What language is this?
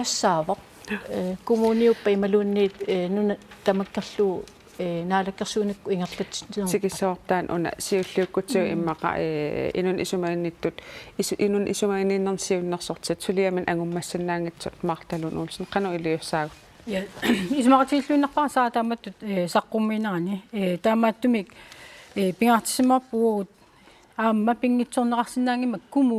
Kalaallisut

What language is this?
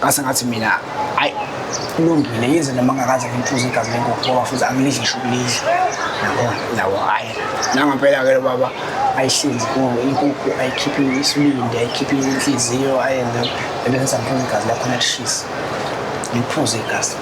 Zulu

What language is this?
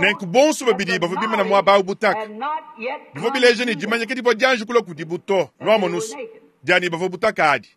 Luba-Lulua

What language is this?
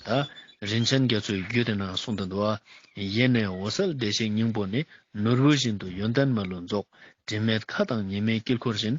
Ladakhi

